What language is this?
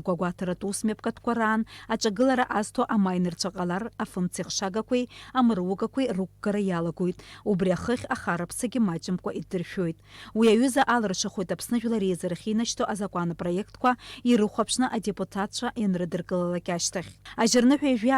Abkhazian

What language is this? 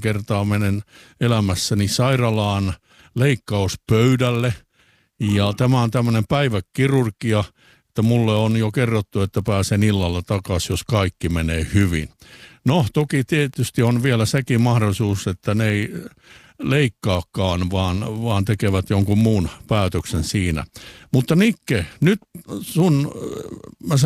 Finnish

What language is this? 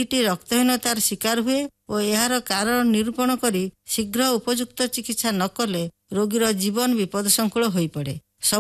Odia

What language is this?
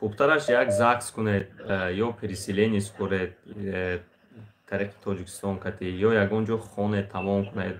Tajik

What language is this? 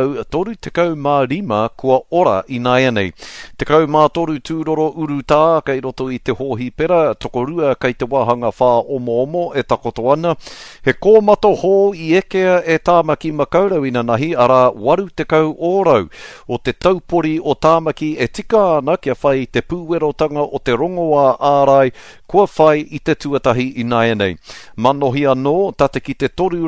Māori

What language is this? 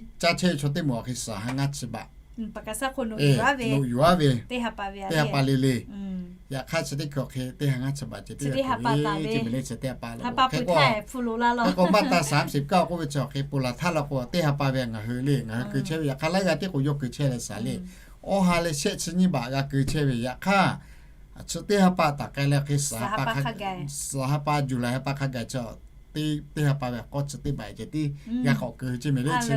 Lahu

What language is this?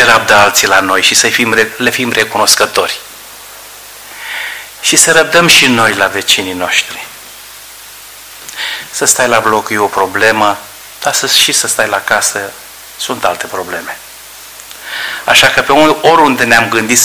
Romanian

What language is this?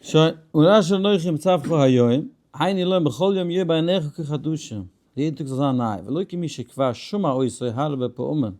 Yiddish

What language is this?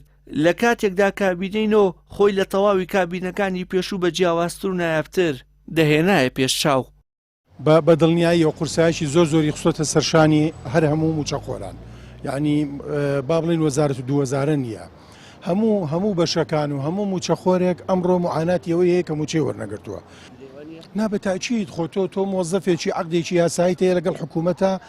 Central Kurdish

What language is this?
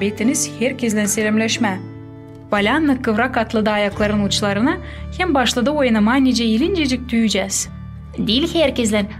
Gagauz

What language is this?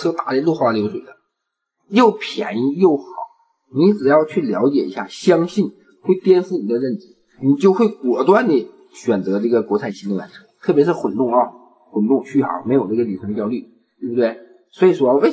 Chinese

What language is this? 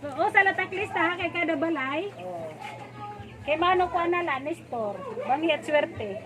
Waray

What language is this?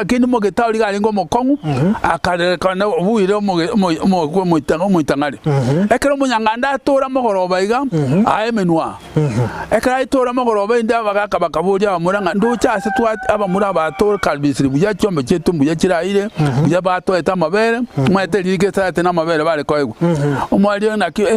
Gusii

